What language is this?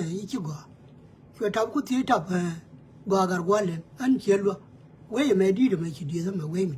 Nuer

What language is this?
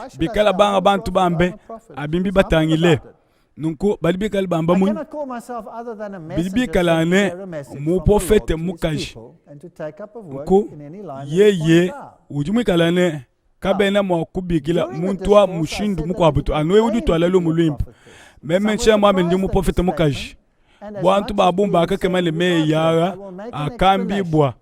Luba-Lulua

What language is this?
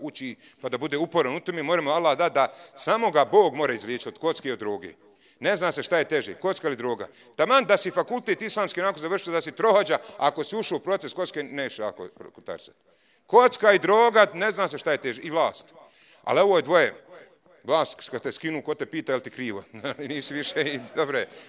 Bosnian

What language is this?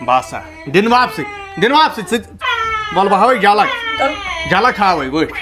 Kashmiri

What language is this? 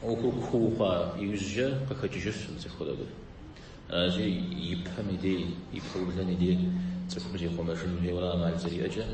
Kabardian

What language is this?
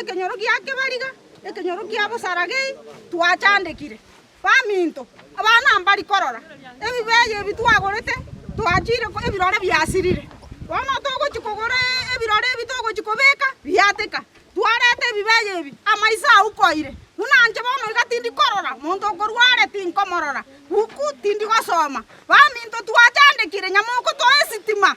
Gusii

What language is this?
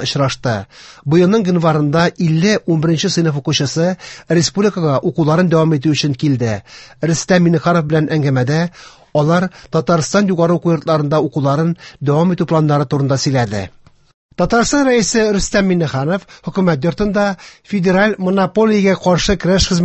Tatar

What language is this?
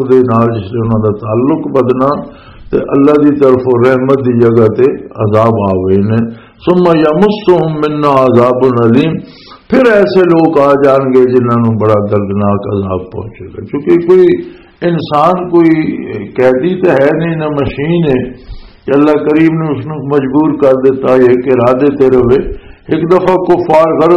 Western Panjabi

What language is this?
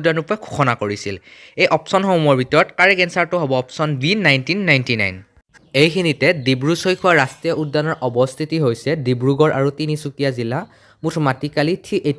Assamese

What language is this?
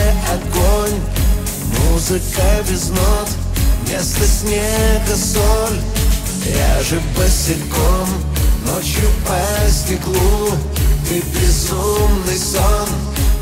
Russian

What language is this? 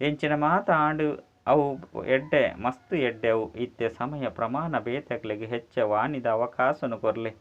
Tulu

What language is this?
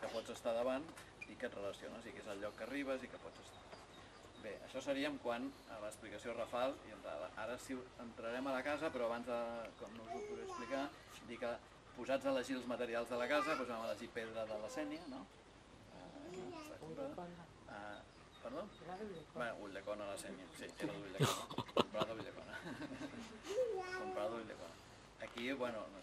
Catalan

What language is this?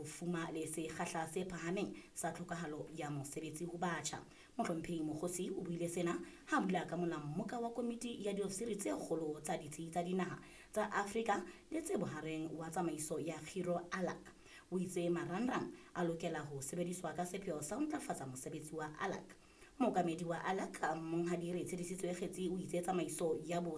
Southern Sotho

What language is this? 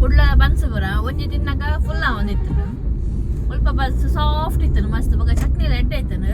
Tulu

